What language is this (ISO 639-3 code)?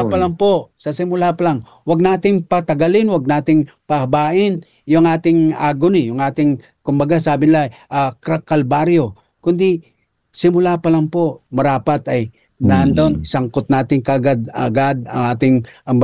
fil